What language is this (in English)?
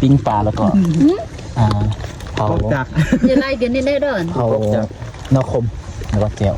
Lao